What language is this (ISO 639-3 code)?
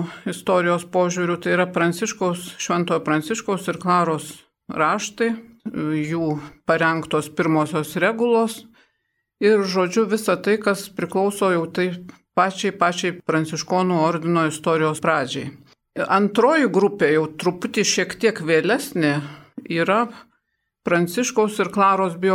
lit